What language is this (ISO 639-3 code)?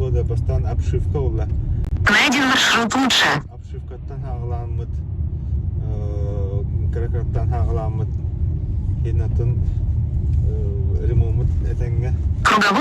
sah